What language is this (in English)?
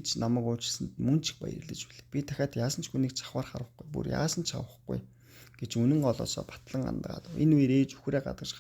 Mongolian